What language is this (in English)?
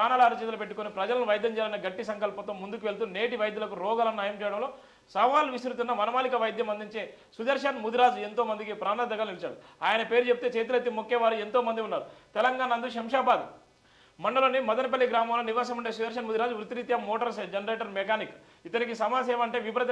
Telugu